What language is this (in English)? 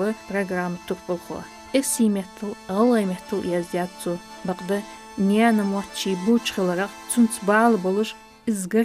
Ingush